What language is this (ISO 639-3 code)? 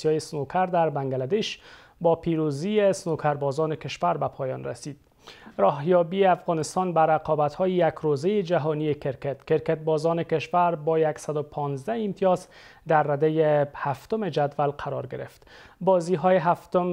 fas